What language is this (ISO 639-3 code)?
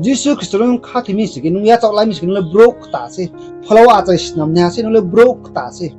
ria